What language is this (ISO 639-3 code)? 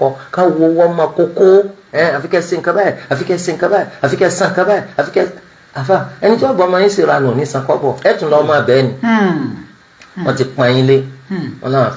yor